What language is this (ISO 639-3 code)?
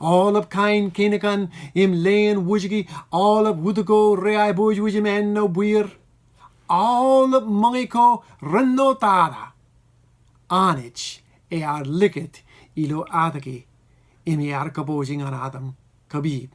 mah